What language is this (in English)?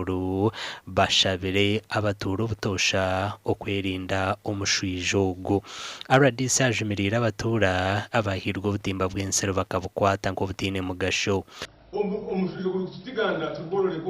Nyankole